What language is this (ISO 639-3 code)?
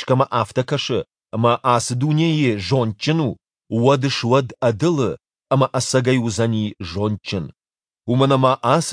oss